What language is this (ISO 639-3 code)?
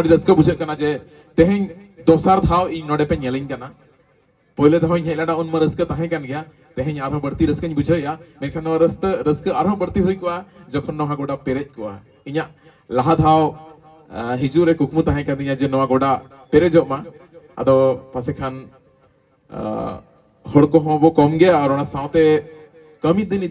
sat